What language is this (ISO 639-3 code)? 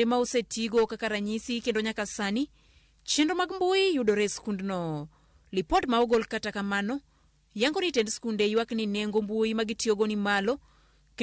luo